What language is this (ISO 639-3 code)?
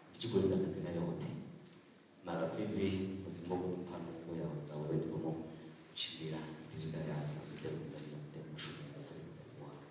ven